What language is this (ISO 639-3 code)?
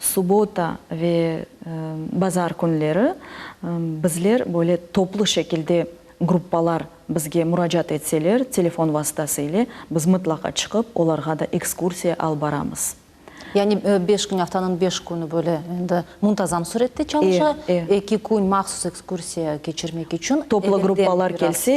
crh